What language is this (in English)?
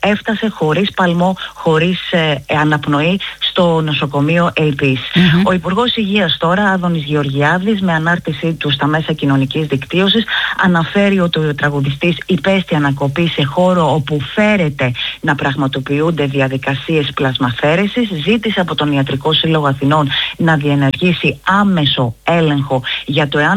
Greek